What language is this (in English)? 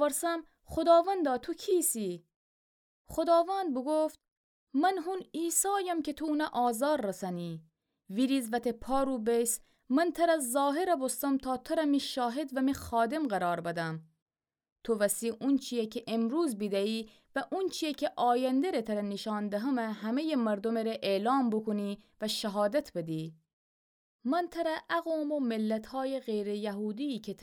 Gilaki